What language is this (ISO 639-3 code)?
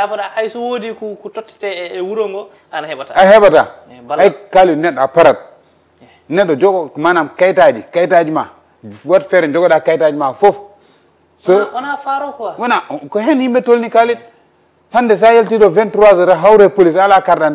ful